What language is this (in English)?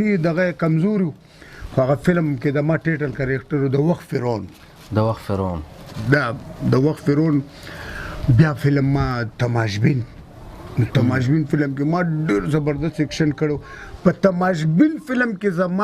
Pashto